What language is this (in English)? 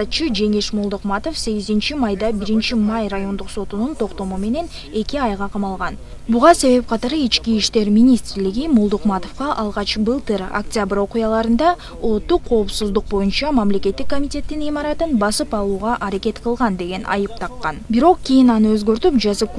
Kyrgyz